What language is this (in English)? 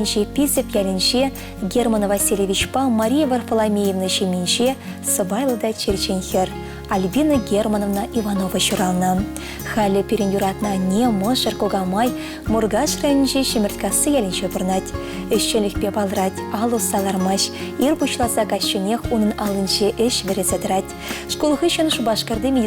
Chuvash